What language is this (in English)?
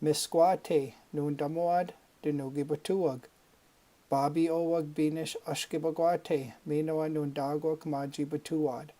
Chippewa